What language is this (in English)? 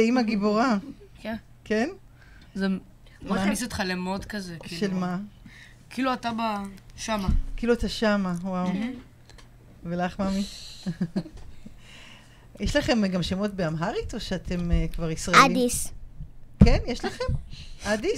Hebrew